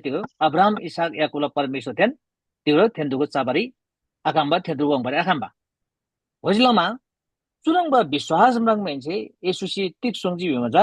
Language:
Eastern Tamang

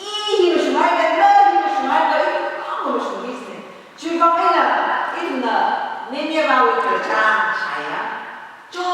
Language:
Tangkhul Naga (India)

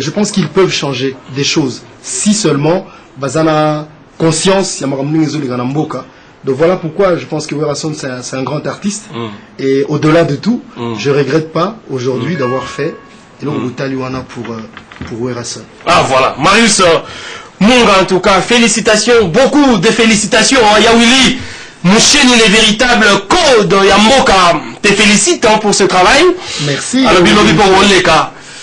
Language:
French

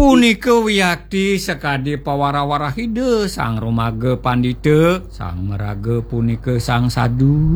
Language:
Balinese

